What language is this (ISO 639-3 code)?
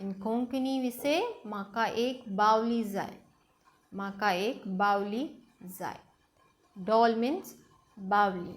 kok